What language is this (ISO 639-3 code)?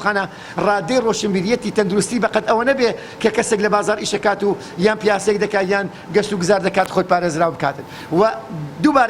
ckb